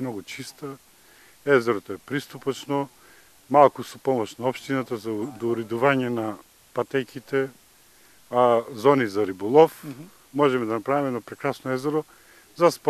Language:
Macedonian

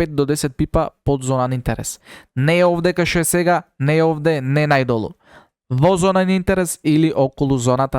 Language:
Macedonian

